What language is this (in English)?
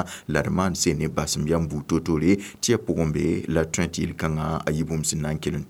Mossi